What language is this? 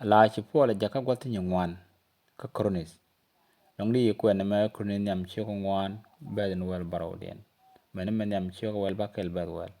Nuer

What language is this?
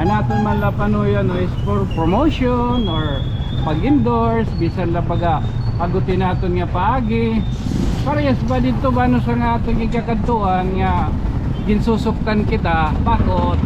Waray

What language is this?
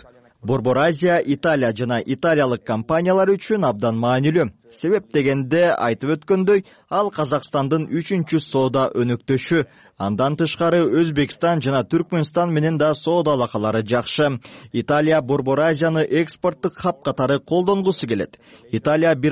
Kyrgyz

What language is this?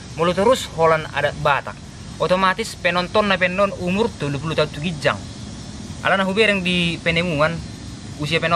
Batak Toba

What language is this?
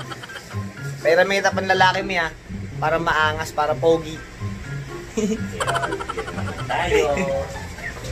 Filipino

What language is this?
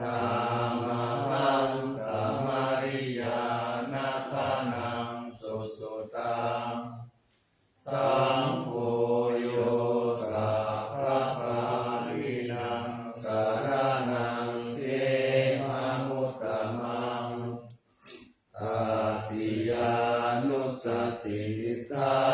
Pali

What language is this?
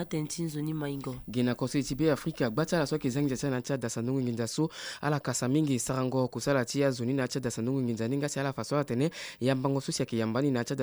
Sango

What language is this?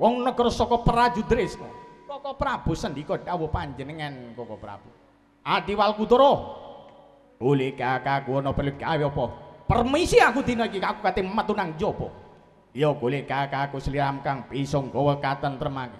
Javanese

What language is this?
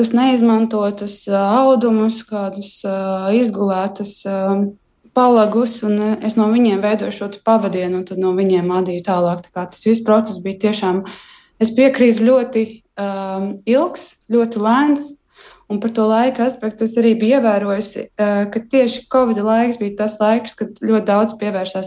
Latvian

